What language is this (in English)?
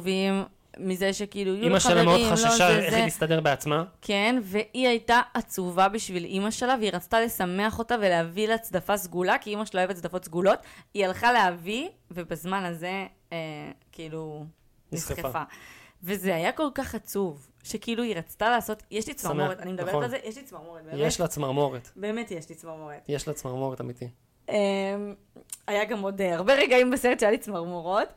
Hebrew